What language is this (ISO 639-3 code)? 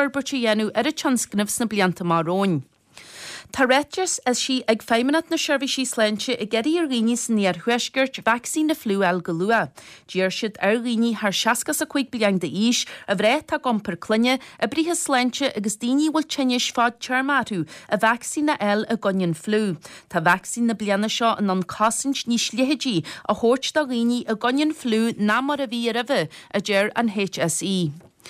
gle